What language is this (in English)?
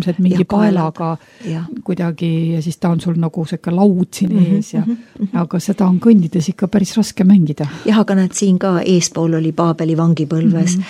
Estonian